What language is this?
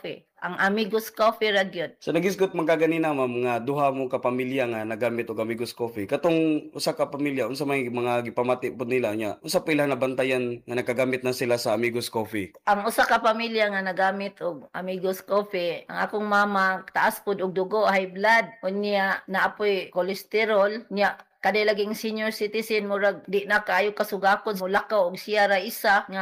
Cebuano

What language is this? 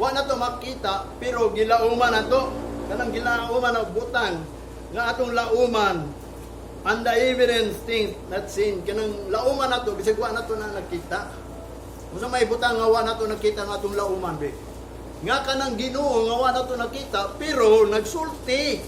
Cebuano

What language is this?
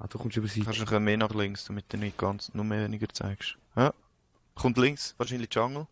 Swiss German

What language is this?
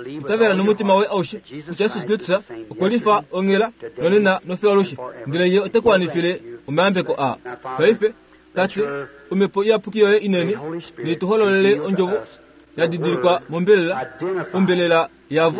Kuanyama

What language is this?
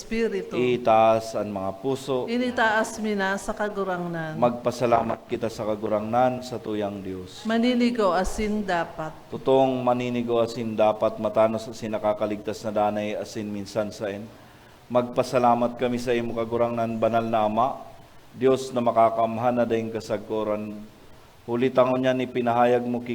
Bikol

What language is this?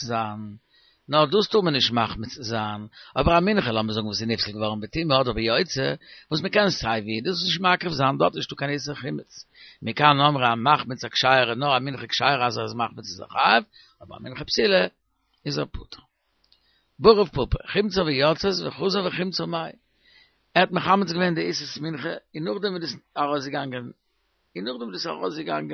Yiddish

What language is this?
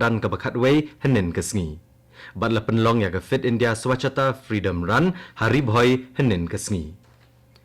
Khasi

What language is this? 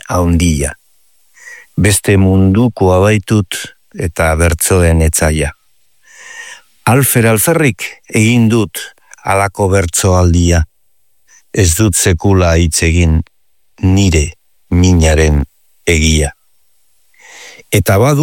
Basque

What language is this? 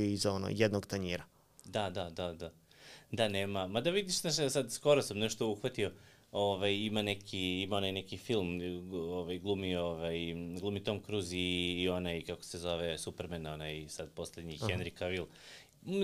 Serbian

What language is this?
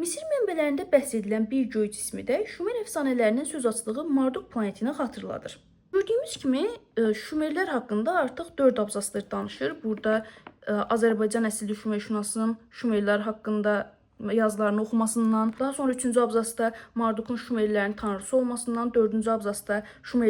Azerbaijani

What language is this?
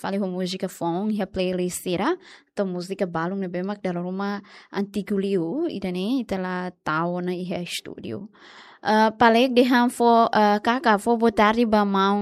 Tetum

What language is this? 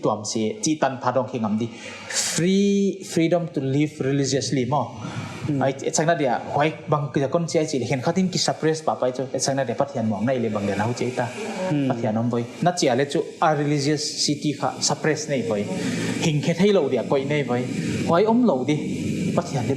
Paite Chin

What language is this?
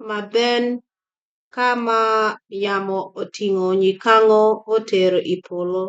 Acoli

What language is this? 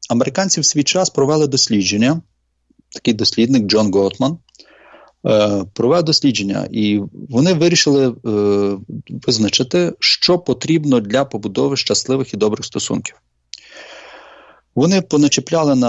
Ukrainian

